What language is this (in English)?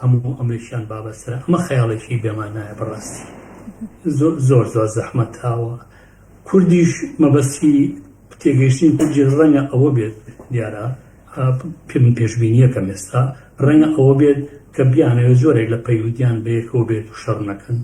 Central Kurdish